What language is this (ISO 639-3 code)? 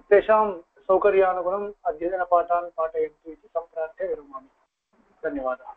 san